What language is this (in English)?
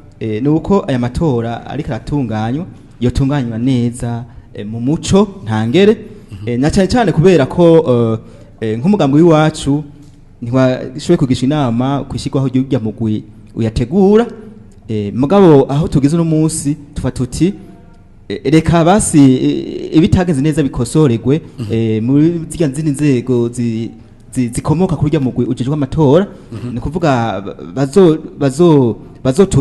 Rundi